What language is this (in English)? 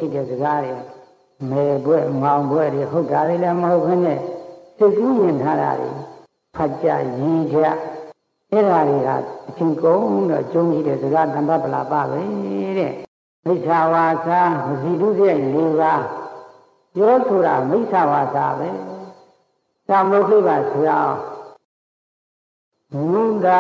Burmese